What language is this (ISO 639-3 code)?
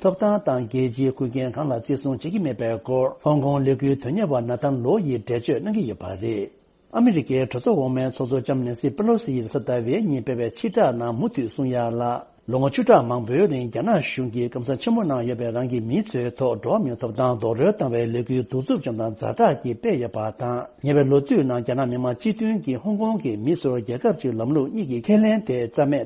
bod